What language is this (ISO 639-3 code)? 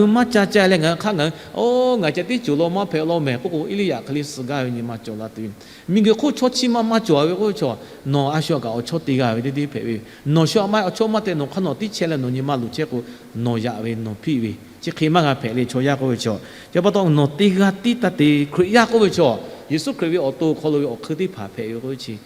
lhu